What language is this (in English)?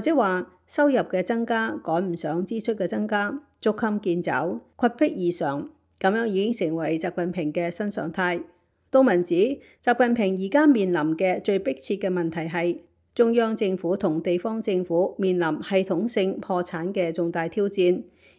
Cantonese